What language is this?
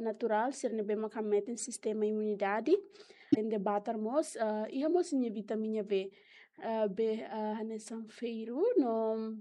Tetum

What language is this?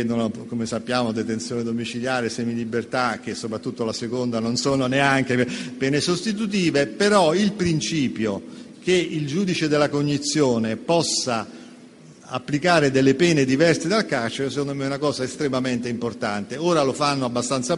Italian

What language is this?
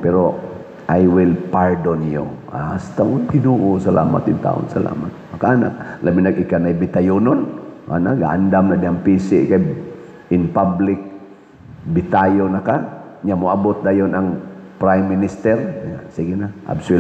Cebuano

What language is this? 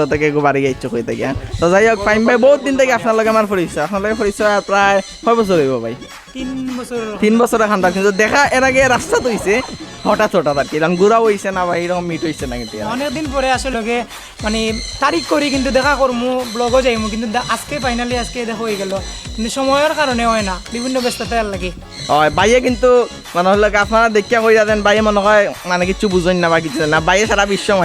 Sylheti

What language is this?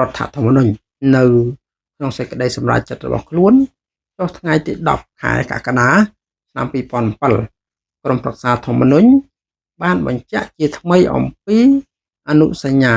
Khmer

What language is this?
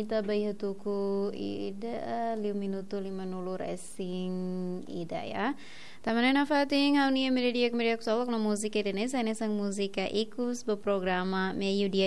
Tetum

